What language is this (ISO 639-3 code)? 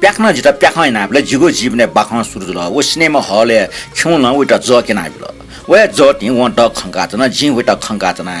new